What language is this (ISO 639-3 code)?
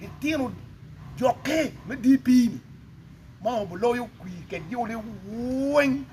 ach